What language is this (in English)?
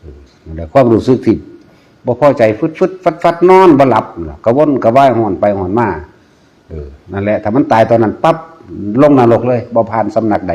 Northeastern Thai